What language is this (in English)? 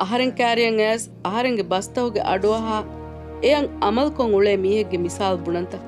Divehi